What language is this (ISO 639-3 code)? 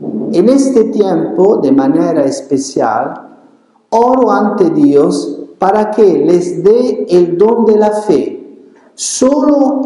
spa